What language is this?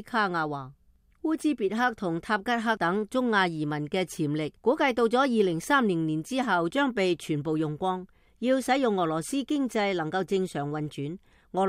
Cantonese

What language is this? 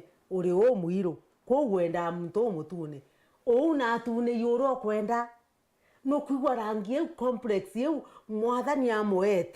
Meru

